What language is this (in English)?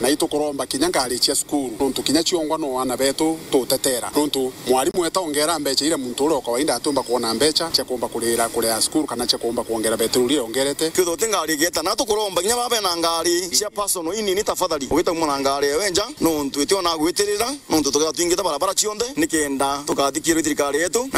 Meru